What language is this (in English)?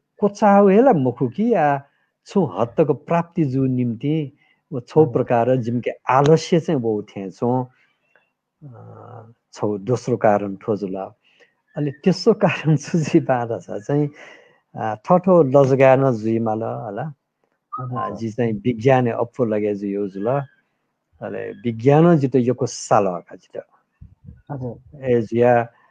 Newari